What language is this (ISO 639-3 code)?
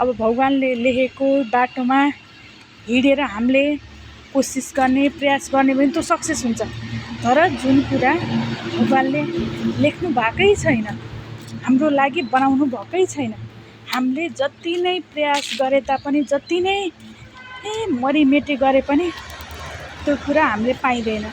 nep